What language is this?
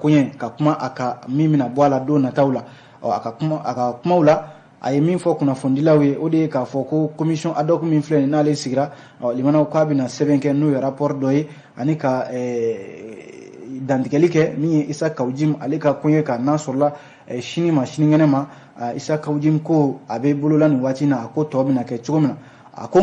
Bambara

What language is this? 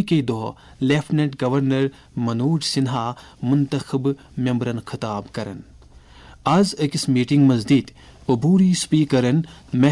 Kashmiri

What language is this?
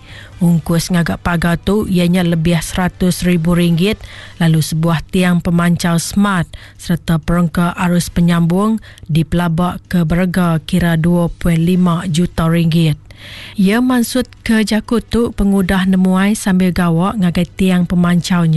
Iban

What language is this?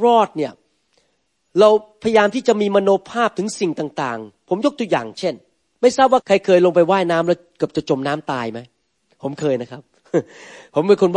Thai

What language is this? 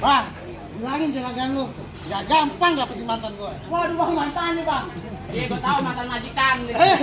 Betawi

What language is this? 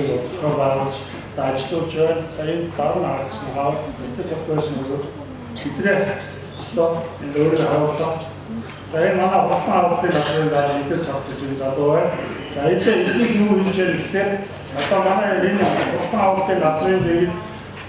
Mongolian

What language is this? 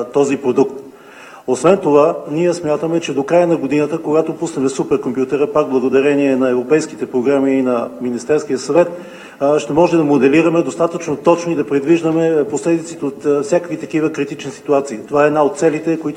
Bulgarian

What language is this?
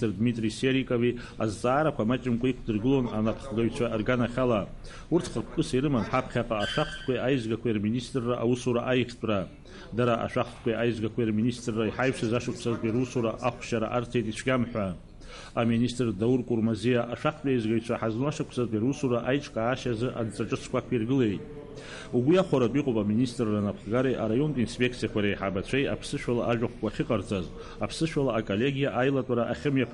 Abkhazian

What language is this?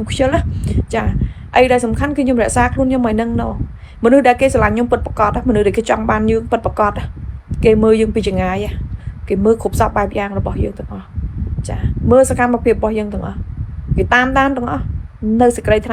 Khmer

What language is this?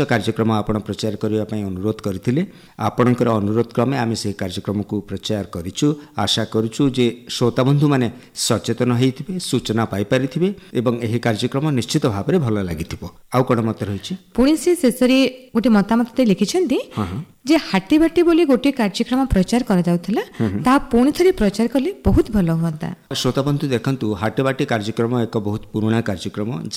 Odia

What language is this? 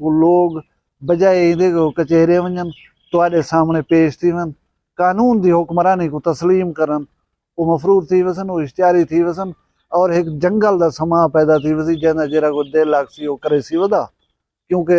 Saraiki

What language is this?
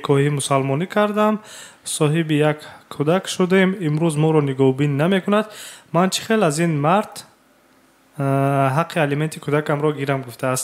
Tajik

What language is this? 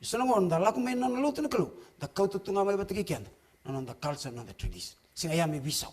Fijian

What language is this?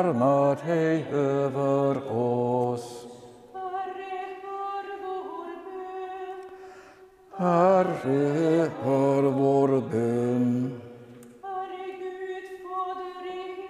Swedish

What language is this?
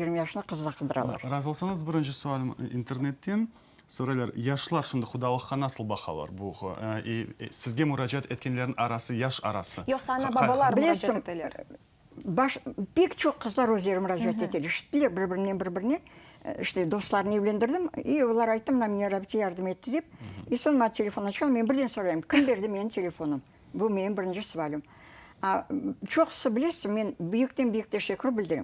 Crimean Tatar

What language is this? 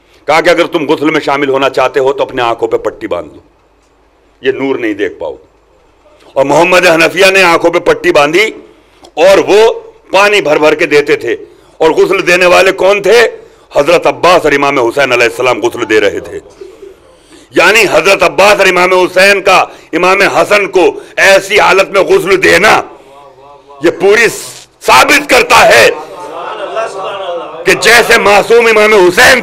Urdu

